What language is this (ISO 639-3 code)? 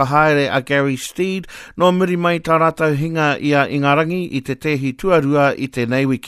mri